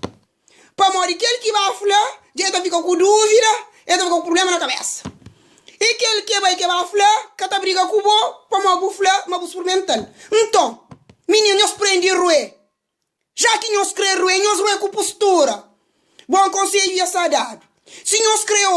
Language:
Kabuverdianu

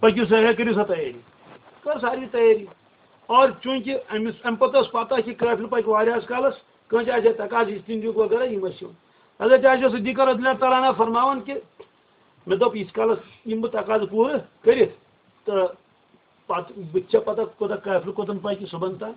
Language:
Kashmiri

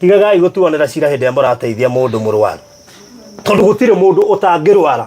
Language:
Kikuyu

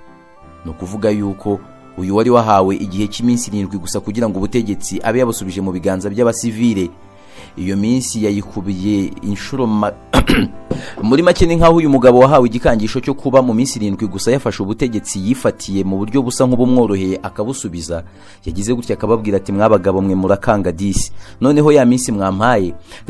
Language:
Kinyarwanda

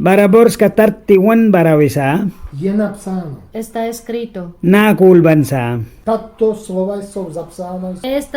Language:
Mískito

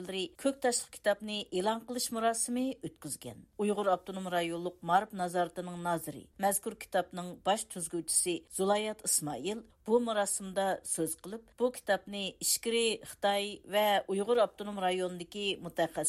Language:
Uyghur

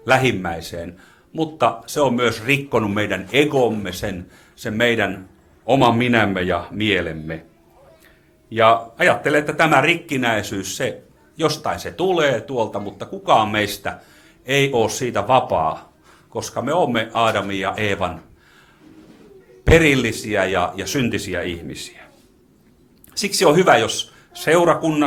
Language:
Finnish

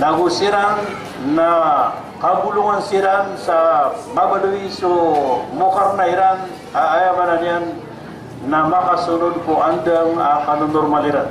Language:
Maranao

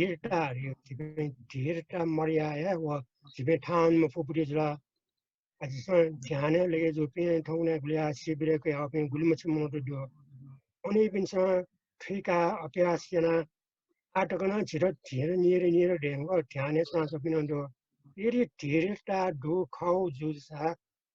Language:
Newari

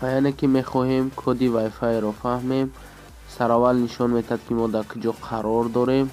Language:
Tajik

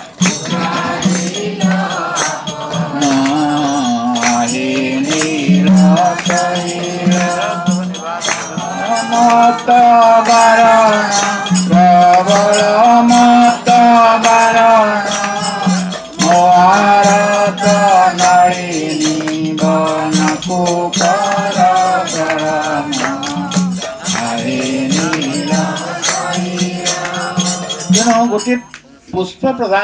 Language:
Odia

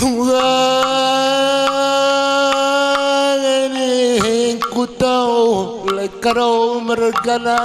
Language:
Batak Karo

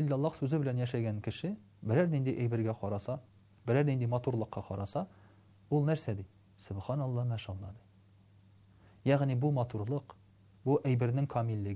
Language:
Tatar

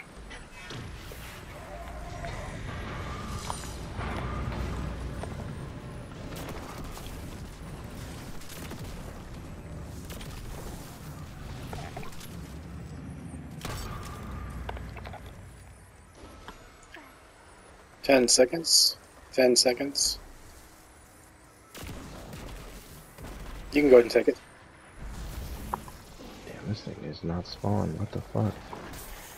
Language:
English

